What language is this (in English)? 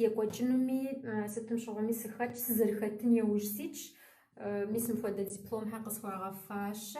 Kabardian